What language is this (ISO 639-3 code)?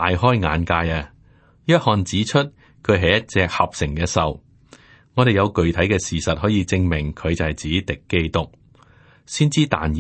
yue